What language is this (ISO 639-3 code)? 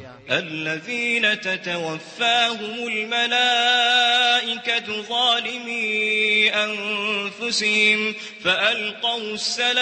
mrw